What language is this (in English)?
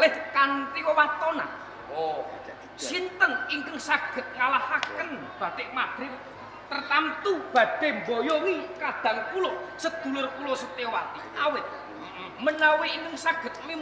Javanese